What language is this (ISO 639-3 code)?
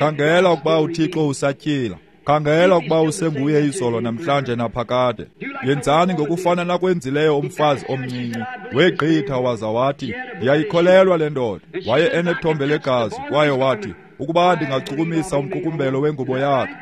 xho